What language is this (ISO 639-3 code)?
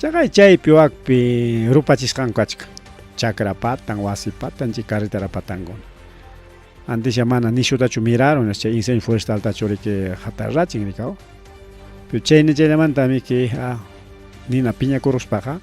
quy